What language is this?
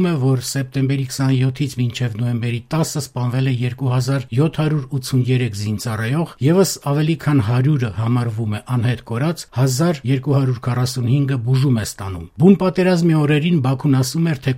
Armenian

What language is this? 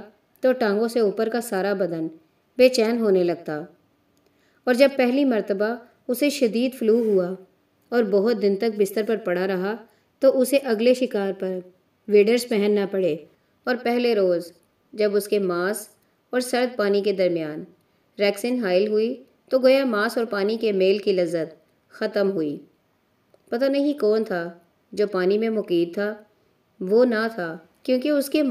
Urdu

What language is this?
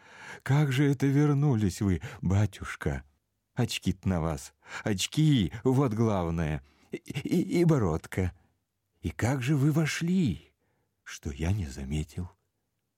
Russian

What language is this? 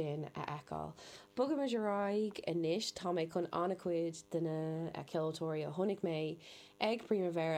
Irish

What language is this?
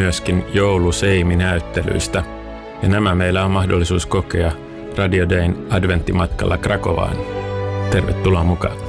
Finnish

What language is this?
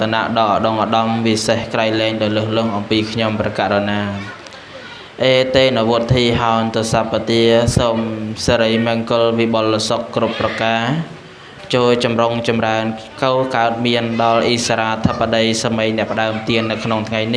Khmer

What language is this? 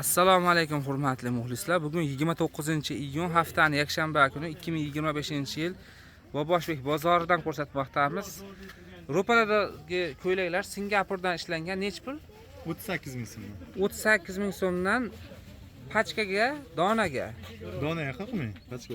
Uzbek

